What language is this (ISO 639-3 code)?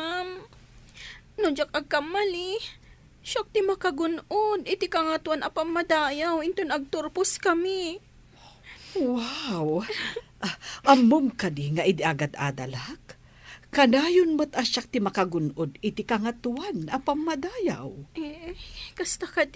ilo